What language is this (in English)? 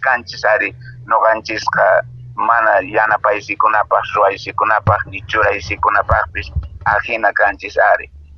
Quechua